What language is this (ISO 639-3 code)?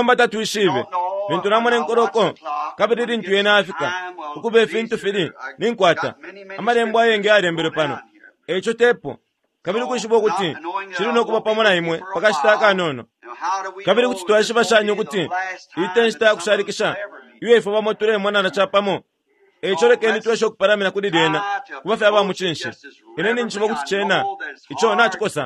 bem